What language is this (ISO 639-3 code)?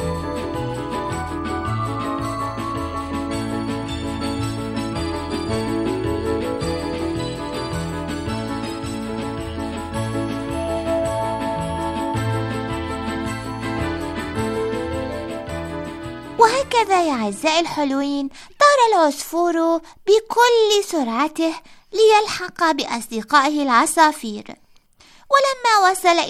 ara